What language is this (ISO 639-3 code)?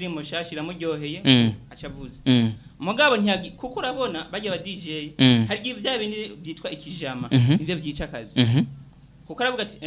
run